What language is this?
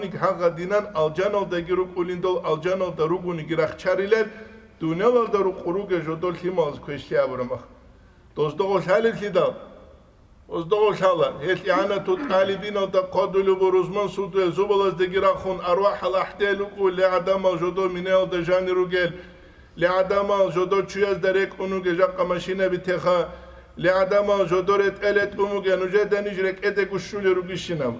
Avaric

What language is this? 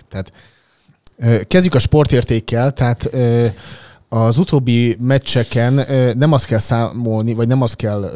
Hungarian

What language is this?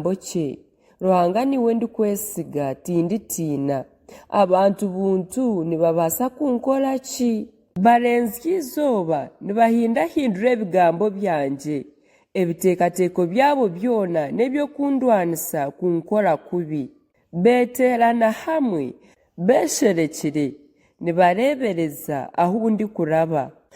Nyankole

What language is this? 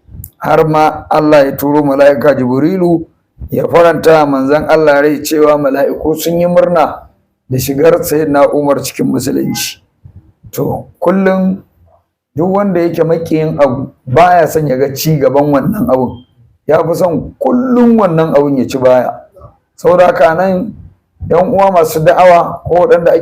Hausa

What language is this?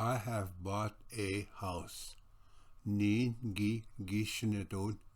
Ojibwa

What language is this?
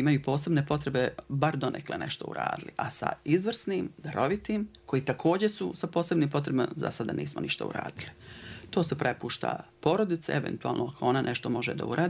Bosnian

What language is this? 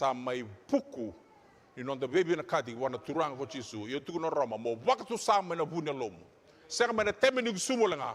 Fijian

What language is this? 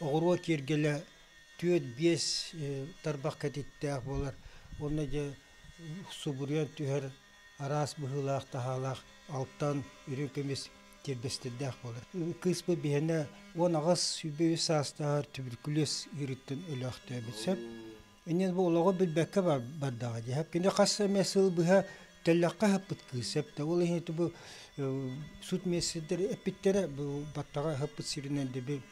Yakut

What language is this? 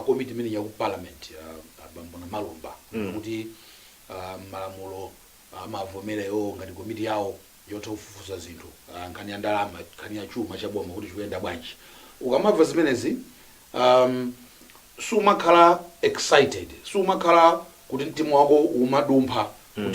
Nyanja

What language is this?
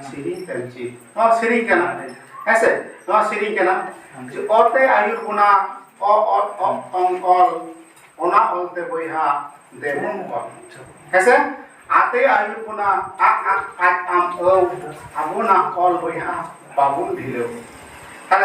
Santali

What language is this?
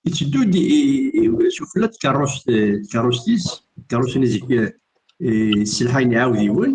Kabyle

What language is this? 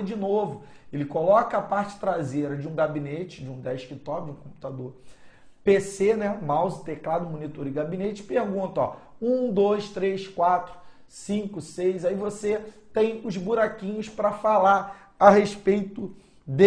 Portuguese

